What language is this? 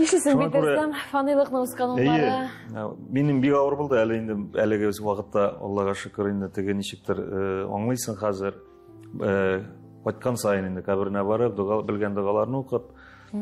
Tatar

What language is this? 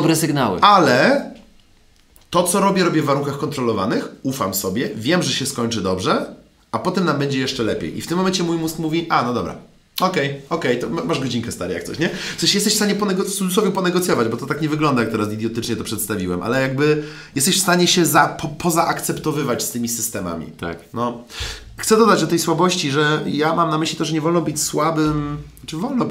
Polish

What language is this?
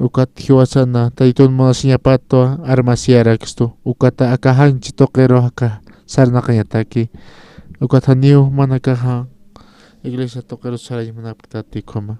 Aymara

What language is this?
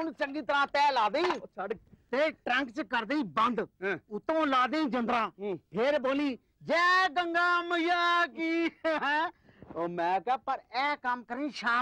Punjabi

